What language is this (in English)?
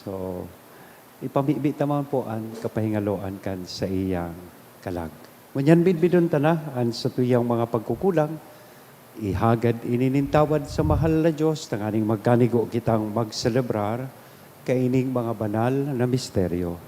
Bikol